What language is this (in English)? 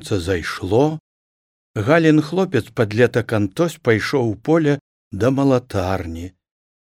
Belarusian